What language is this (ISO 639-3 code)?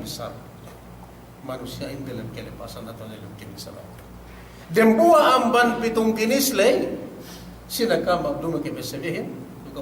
yka